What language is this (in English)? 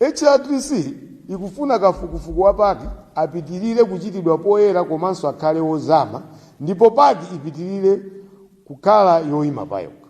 Nyanja